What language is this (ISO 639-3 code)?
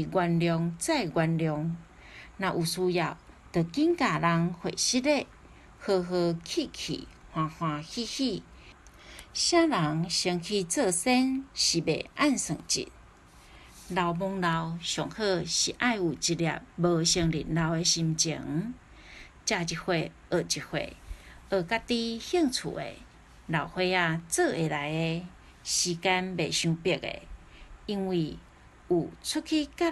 nan